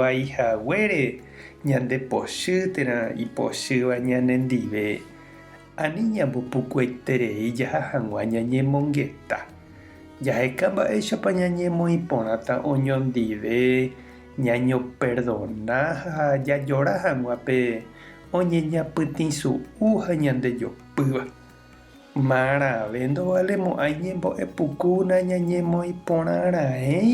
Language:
Guarani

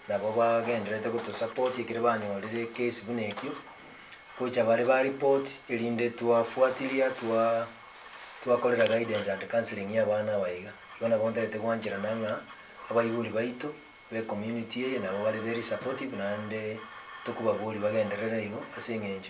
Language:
Gusii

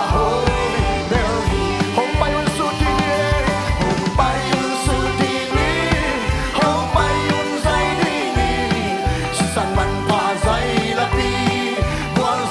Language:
Tedim Chin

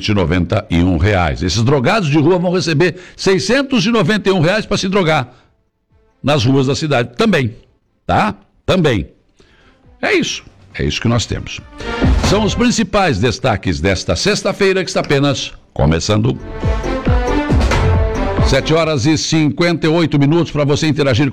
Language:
Portuguese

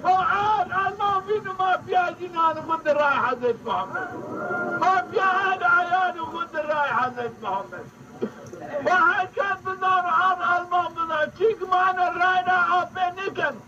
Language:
Zaza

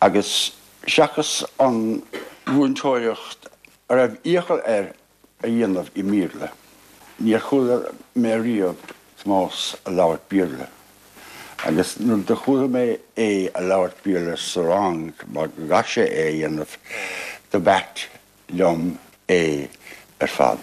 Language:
Irish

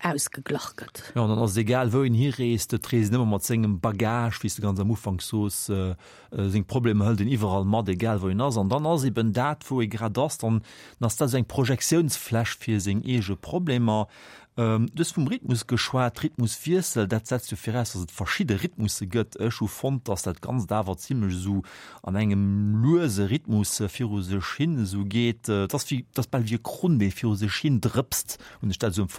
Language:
Luxembourgish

